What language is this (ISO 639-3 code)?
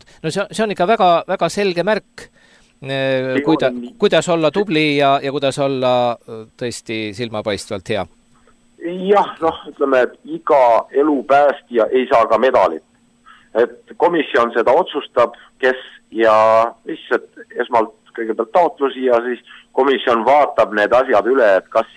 est